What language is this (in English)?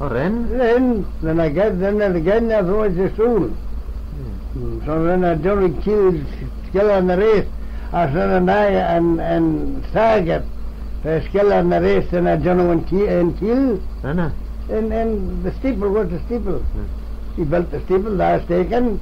Manx